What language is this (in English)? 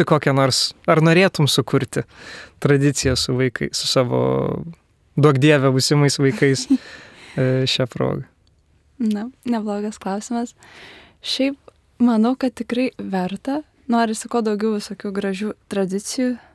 Lithuanian